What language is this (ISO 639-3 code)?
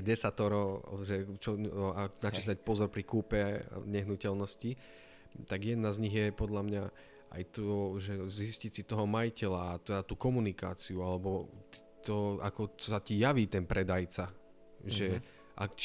slk